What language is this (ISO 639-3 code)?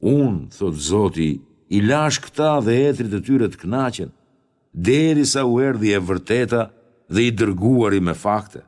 sqi